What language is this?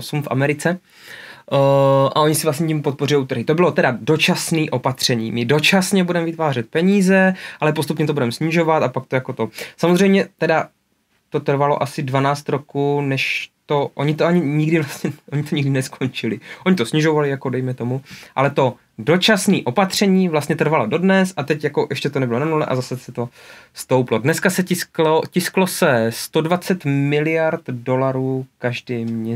Czech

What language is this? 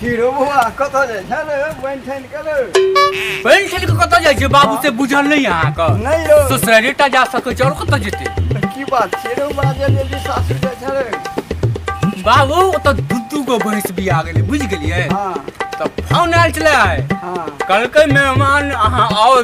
Maithili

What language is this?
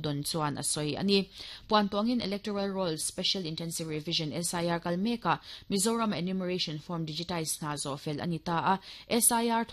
Mizo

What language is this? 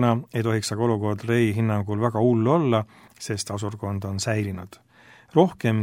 Estonian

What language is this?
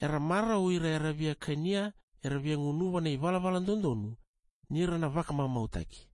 Fijian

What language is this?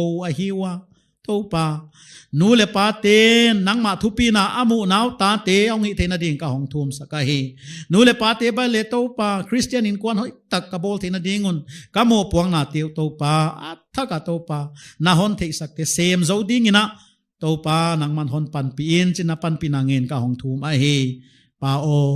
Paite Chin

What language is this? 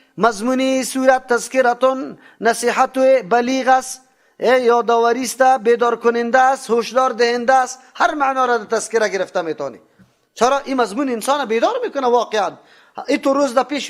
Persian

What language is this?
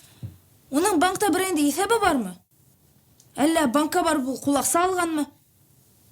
Bashkir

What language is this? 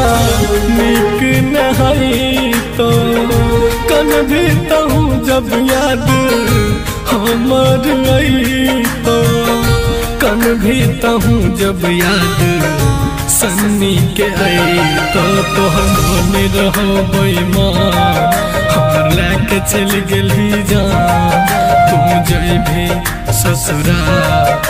Bhojpuri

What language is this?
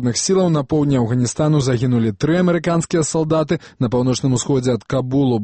Belarusian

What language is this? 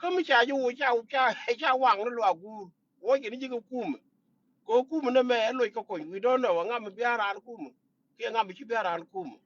Nuer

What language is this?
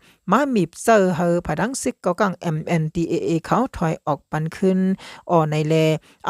Shan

